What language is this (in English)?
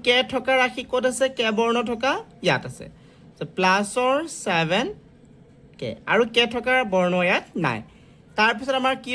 Assamese